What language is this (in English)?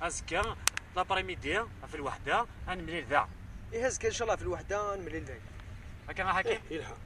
Kabyle